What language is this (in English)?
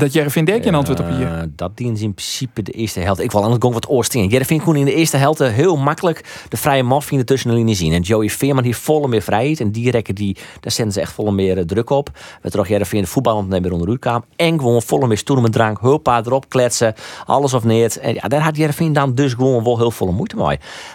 Western Frisian